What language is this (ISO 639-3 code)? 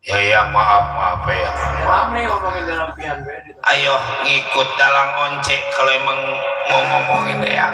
bew